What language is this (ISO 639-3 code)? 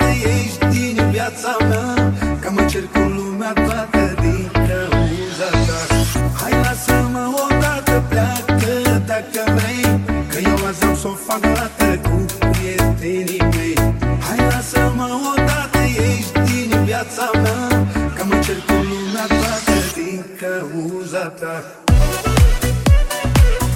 ron